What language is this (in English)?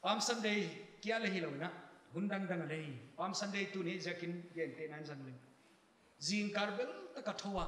Paite Chin